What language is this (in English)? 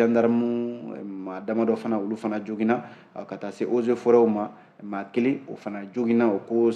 Bambara